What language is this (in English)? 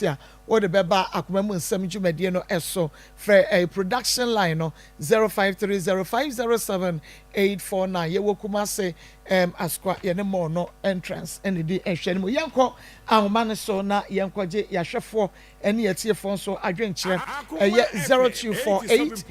Akan